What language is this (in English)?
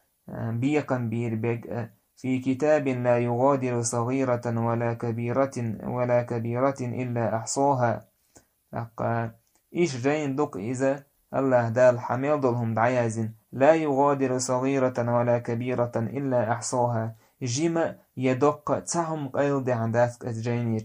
Chechen